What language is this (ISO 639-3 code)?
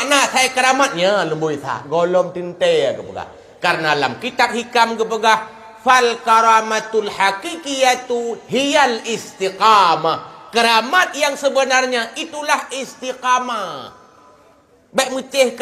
ace